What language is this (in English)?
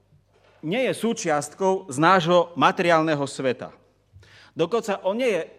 Slovak